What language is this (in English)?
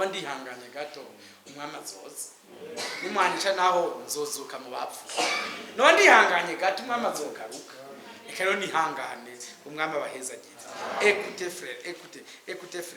Rundi